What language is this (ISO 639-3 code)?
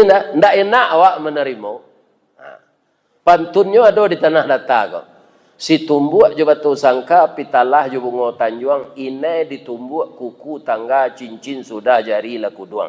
min